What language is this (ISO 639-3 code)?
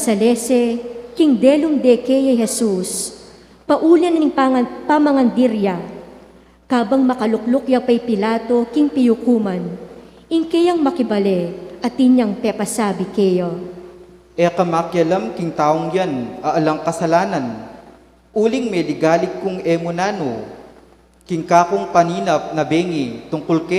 pam